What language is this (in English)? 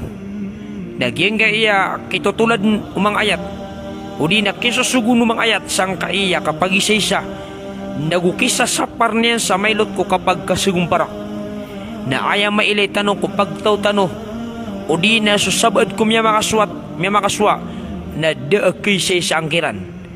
Maranao